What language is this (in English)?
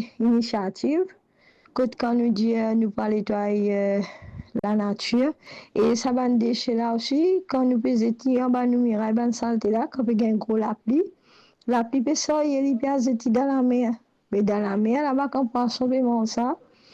Morisyen